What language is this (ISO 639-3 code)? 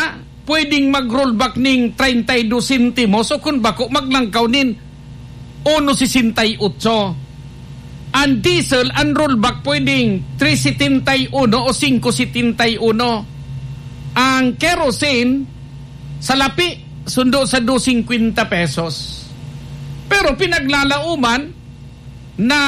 bik